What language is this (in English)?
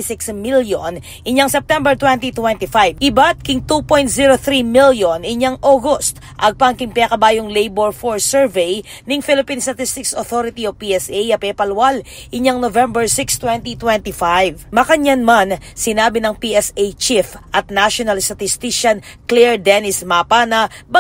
Pampanga